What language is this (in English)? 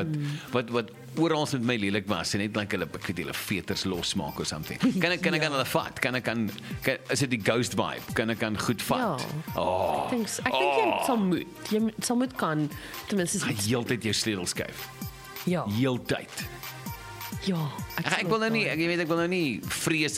Afrikaans